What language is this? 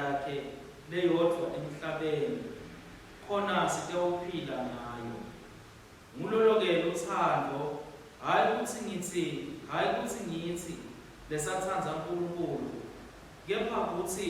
Swati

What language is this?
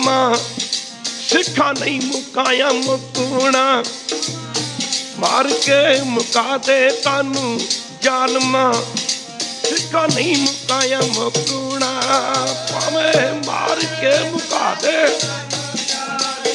Punjabi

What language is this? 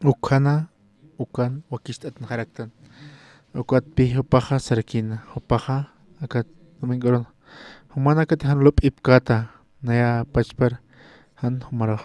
Aymara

